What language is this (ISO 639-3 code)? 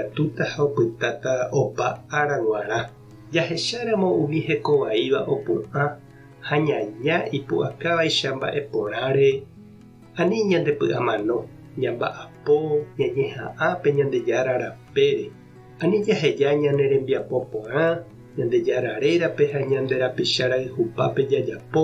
grn